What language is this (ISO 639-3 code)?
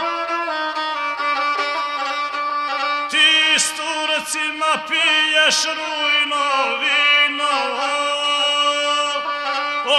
srp